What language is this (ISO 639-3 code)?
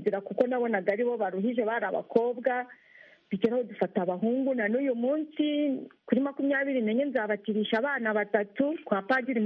kin